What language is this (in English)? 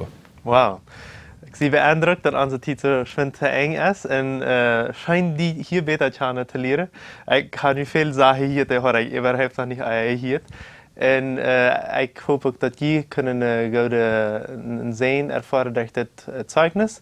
Plautdietsch